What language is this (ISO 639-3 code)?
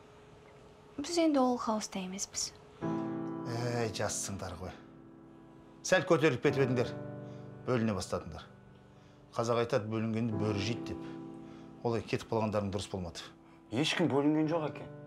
kaz